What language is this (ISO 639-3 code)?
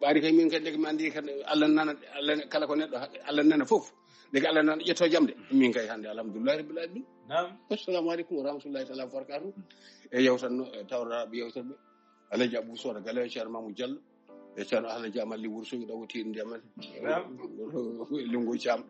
ful